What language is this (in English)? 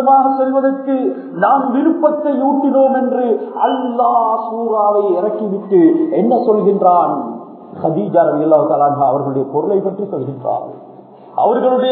Tamil